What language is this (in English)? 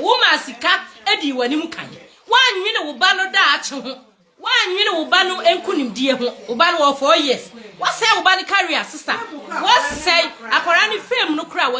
Akan